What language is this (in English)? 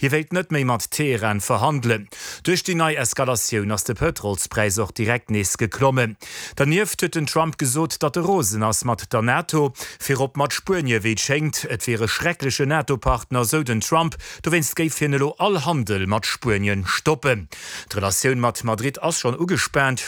Luxembourgish